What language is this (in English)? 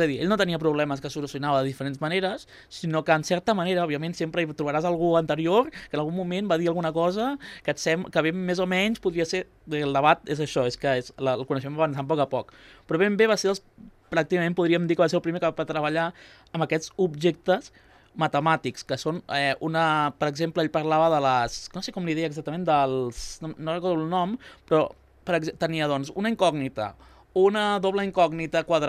Catalan